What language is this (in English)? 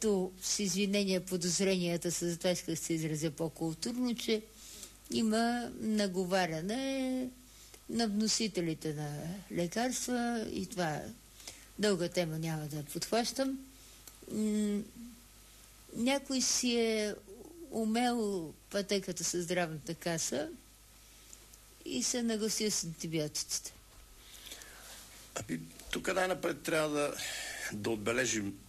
Bulgarian